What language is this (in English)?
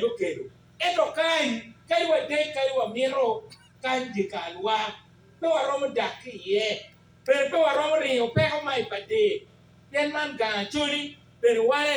Acoli